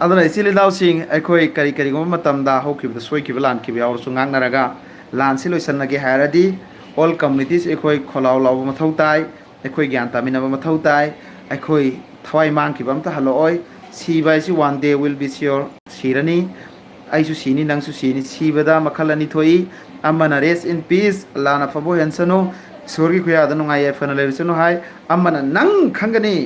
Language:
Manipuri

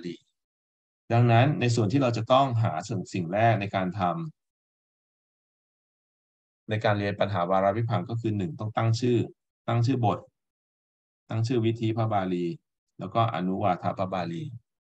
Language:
Thai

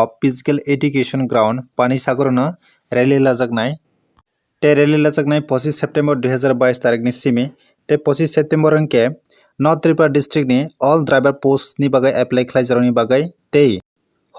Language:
Kok Borok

